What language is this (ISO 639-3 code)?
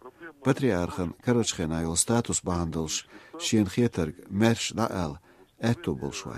che